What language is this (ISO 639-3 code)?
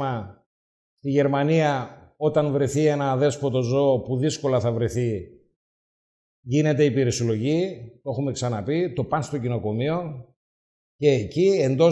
ell